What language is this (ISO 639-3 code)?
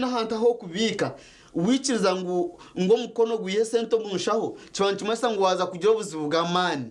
nyn